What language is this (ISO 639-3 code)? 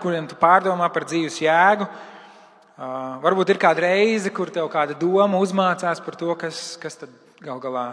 lav